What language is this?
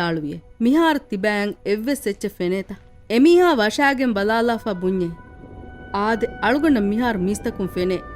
Divehi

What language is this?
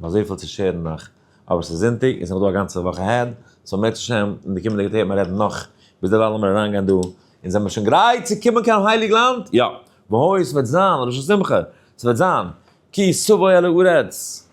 Yiddish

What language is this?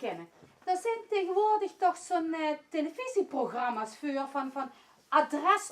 Limburgish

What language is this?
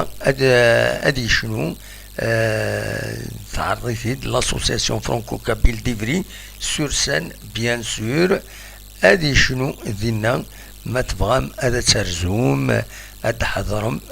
Kabyle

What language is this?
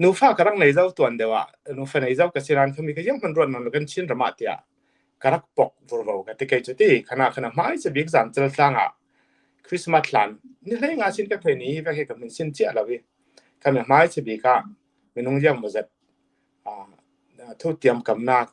Falam Chin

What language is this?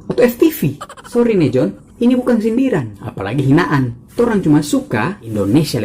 Manado Malay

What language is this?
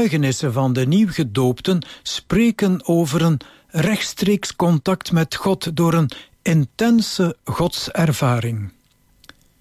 Dutch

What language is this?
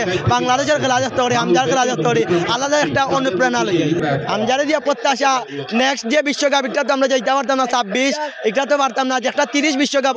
Sylheti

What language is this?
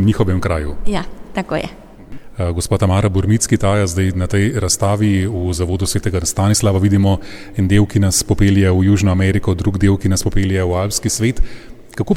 Slovenian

